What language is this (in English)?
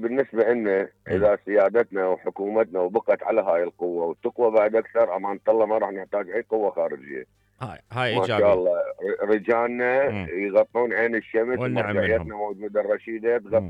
Mesopotamian Arabic